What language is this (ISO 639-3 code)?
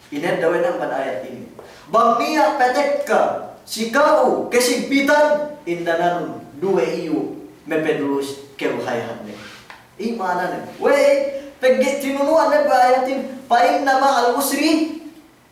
yka